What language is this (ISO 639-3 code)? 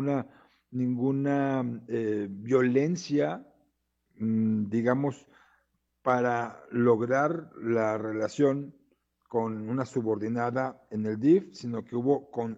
spa